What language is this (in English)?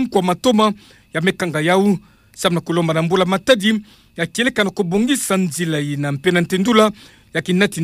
Kituba (Democratic Republic of Congo)